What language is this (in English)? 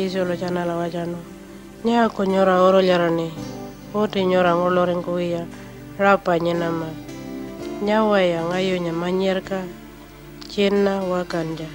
Pitjantjatjara